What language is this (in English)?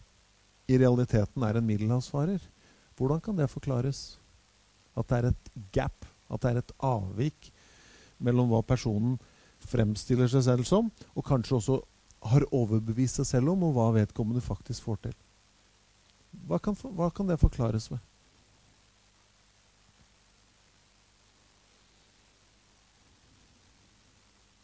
Norwegian